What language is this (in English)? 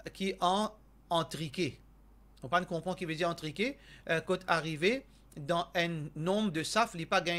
Morisyen